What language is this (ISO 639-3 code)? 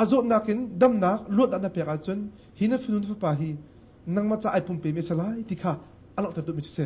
cnh